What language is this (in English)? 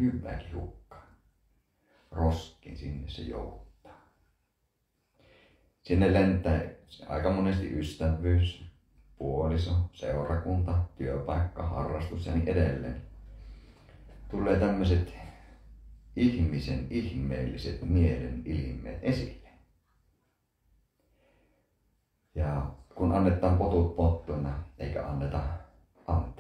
Finnish